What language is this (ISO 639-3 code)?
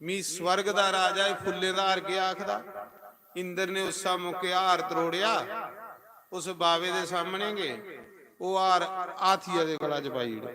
doi